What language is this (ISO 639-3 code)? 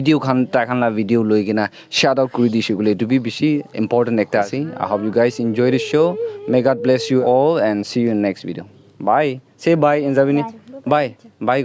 nag